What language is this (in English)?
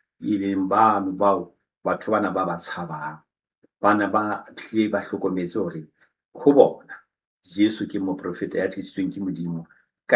Southern Sotho